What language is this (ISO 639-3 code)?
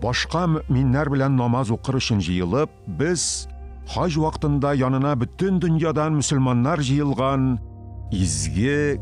tat